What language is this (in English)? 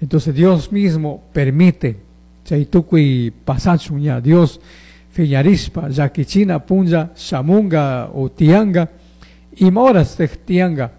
Chimborazo Highland Quichua